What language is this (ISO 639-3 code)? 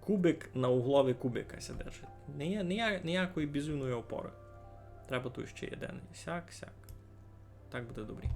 rue